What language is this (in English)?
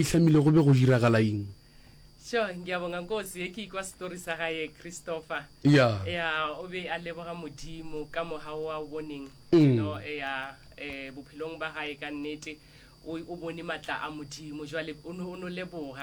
Northern Sotho